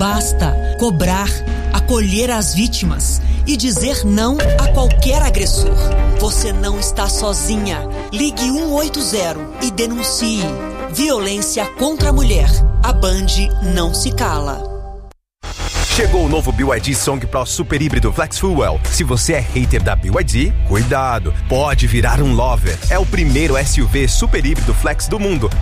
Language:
Portuguese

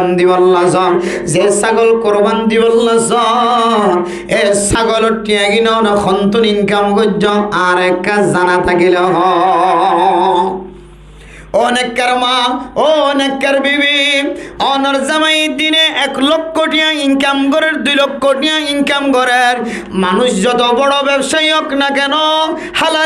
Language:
Rohingya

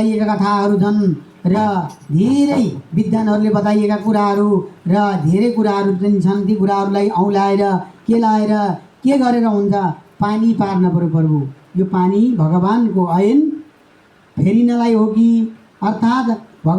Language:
Nepali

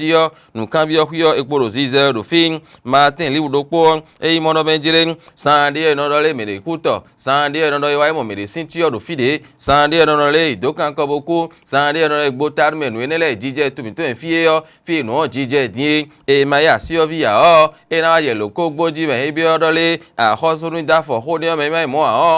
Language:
Fon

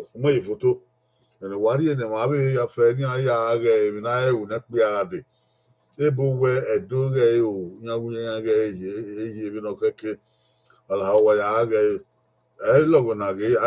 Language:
Bini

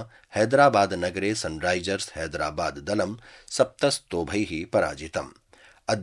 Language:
Sanskrit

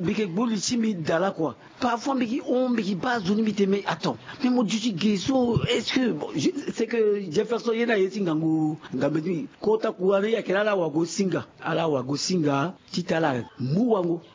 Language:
Sango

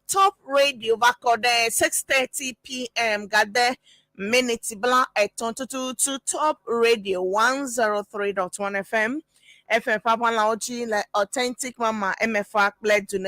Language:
Ewe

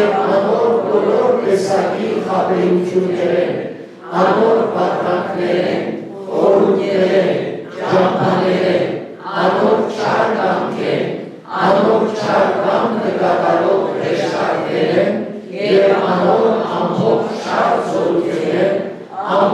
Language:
Western Armenian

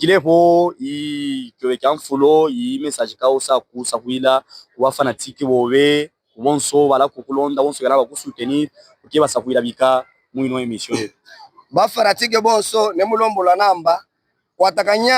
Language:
Luba-Katanga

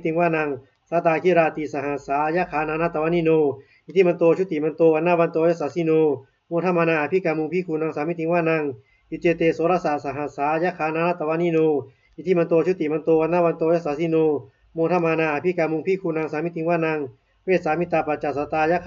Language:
Pali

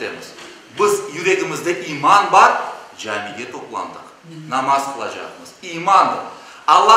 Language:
Crimean Tatar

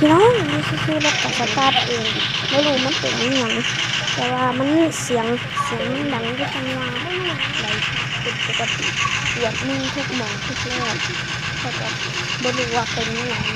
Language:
Lao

